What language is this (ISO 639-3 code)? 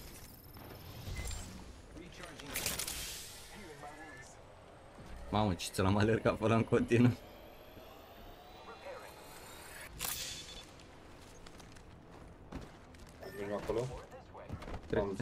ron